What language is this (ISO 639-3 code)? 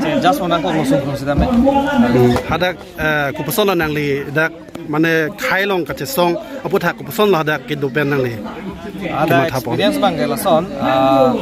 mjw